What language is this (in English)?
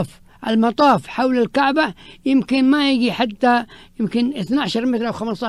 Arabic